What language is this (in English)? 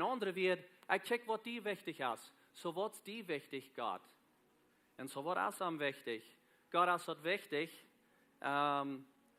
Plautdietsch